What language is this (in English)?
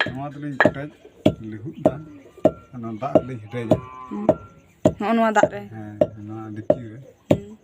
Santali